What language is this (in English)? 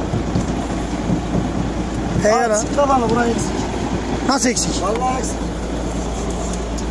Turkish